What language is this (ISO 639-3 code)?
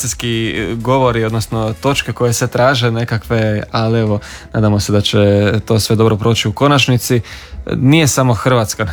hrv